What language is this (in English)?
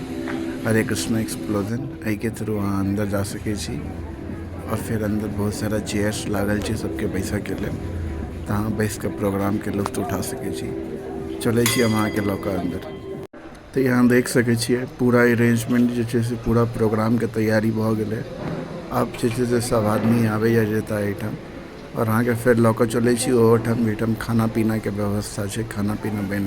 Maithili